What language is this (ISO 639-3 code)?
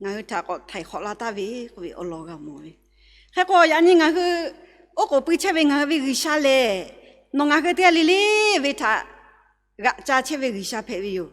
lhu